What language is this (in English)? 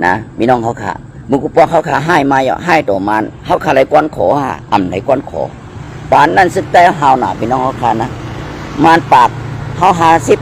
Shan